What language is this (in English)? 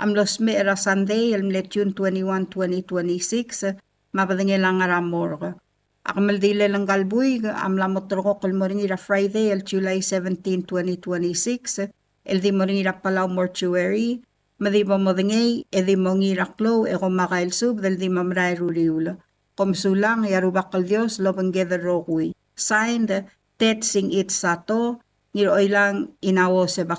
Palauan